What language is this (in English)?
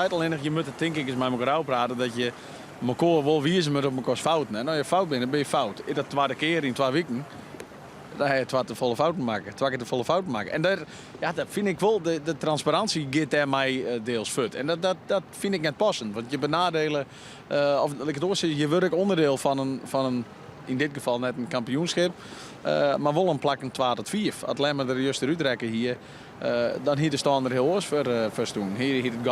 Western Frisian